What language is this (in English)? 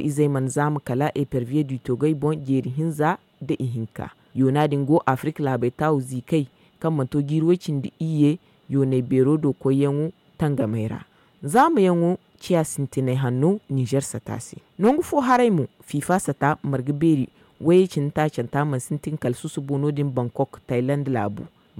Zarma